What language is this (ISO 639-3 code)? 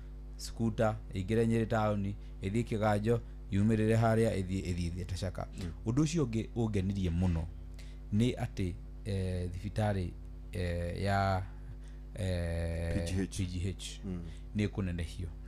kik